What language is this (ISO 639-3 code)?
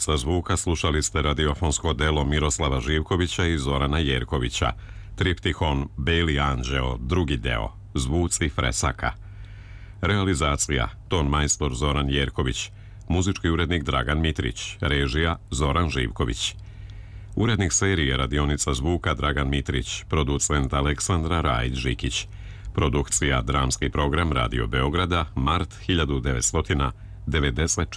srp